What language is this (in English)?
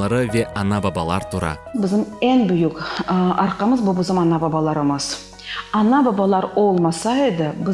Crimean Tatar